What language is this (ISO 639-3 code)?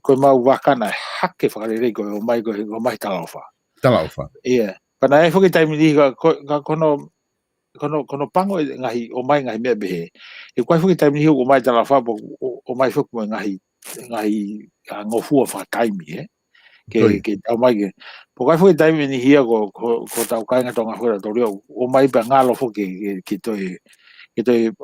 ton